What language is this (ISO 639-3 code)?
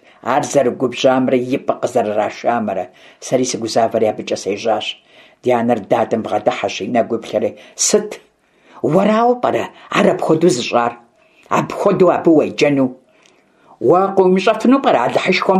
kbd